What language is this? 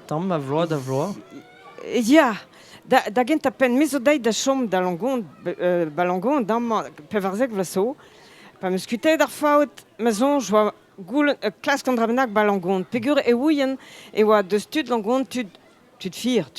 Breton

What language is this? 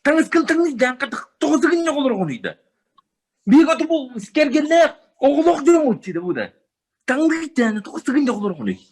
Yakut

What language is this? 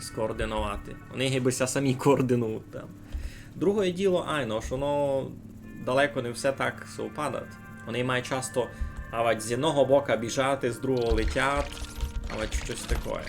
Rusyn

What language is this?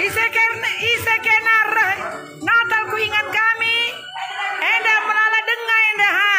Batak Karo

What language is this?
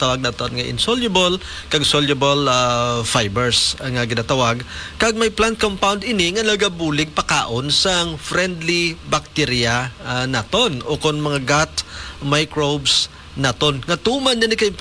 Hiligaynon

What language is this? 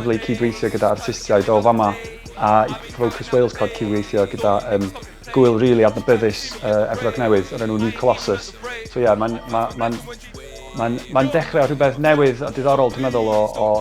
Welsh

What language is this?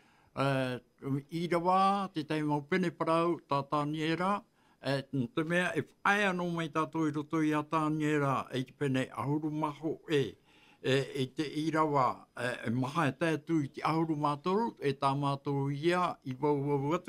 Tahitian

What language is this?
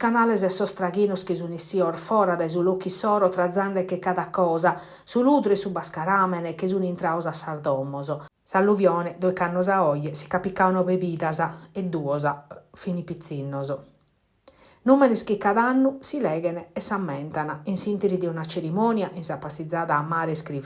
Sardinian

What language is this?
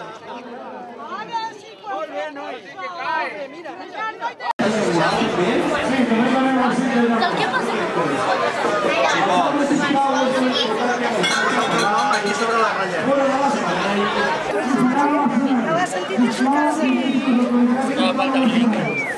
Catalan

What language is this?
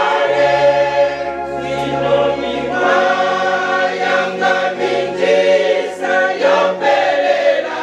Venda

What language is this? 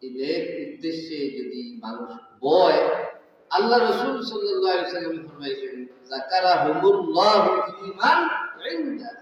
Sylheti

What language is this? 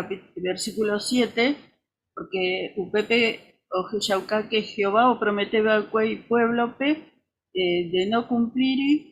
Guarani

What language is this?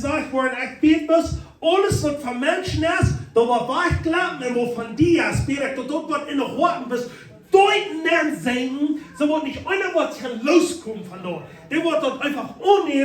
Plautdietsch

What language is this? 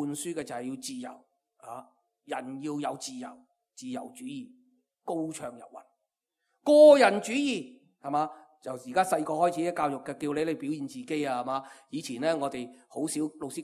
Cantonese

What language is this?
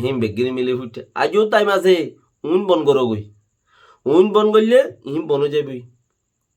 Rohingya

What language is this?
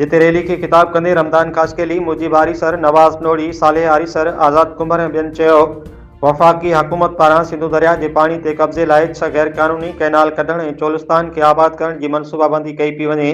Sindhi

